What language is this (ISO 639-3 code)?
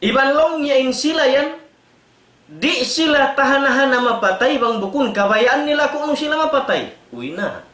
tsg